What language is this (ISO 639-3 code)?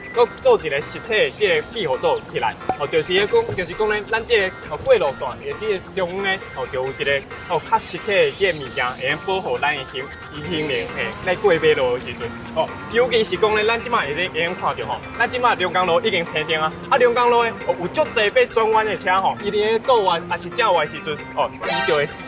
nan